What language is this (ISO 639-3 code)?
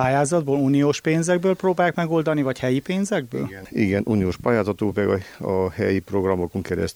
hun